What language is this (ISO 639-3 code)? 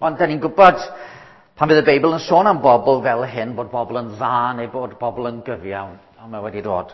cym